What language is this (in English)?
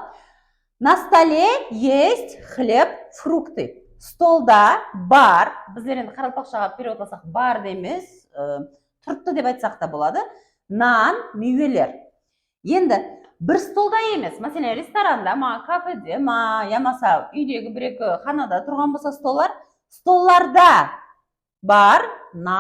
Kara-Kalpak